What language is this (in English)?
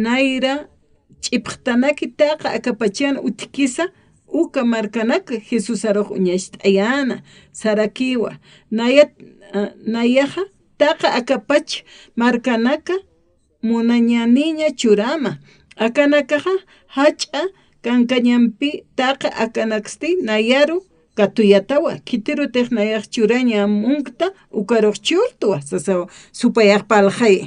Aymara